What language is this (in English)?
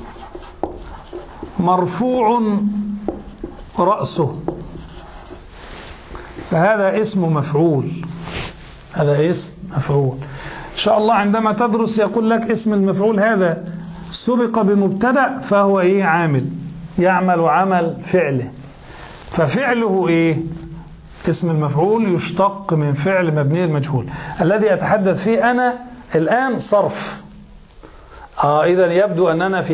Arabic